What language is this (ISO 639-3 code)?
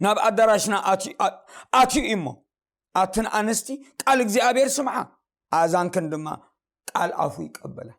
tir